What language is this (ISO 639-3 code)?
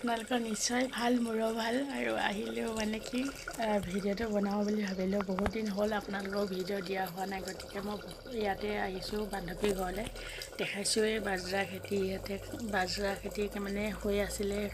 asm